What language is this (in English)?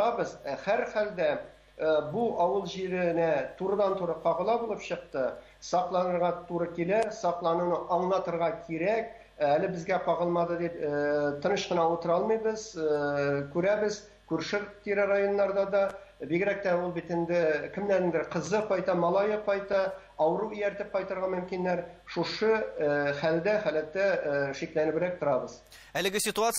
Tatar